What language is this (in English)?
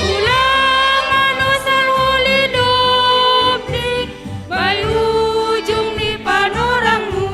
Batak Simalungun